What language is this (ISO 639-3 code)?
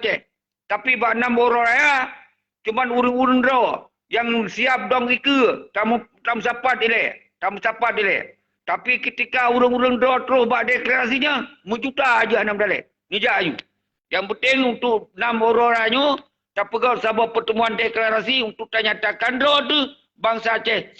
ace